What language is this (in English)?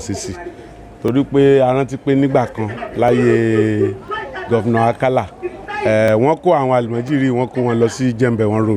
Yoruba